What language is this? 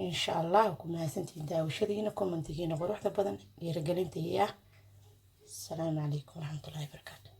Somali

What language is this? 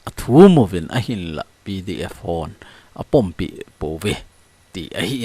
Thado Chin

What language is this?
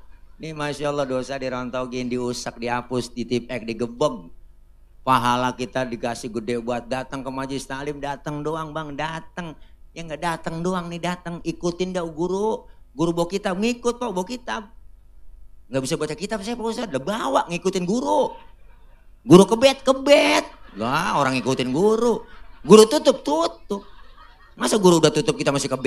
Betawi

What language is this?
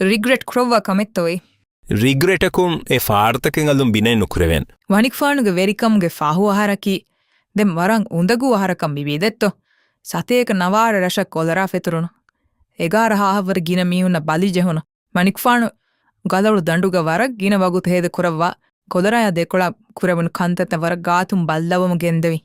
Divehi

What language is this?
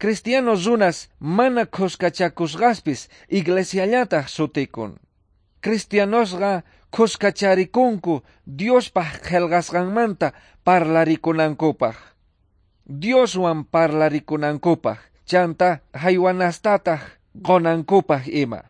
Quechua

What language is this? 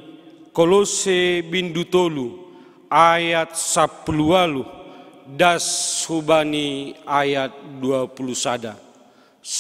Batak Simalungun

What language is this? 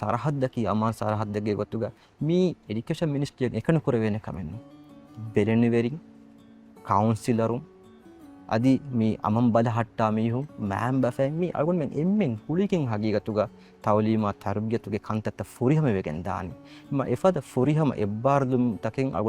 Divehi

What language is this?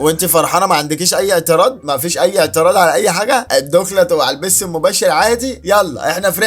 Egyptian Arabic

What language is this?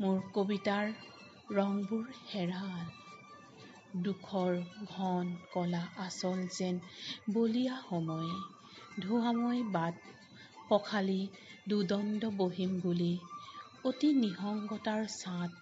Assamese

